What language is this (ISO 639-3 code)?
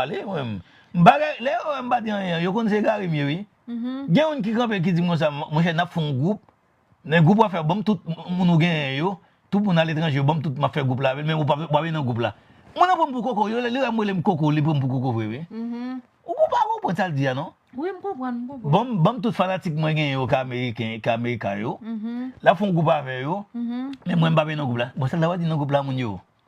hat